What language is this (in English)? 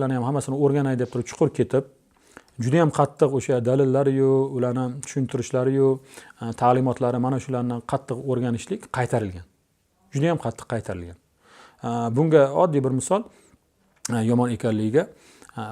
Uzbek